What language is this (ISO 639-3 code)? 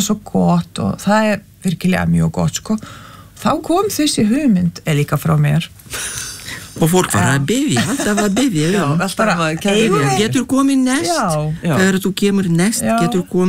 isl